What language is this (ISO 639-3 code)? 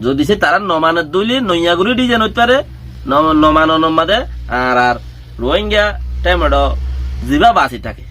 rhg